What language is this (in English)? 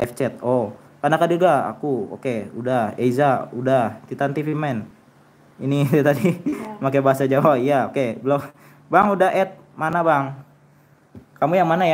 Indonesian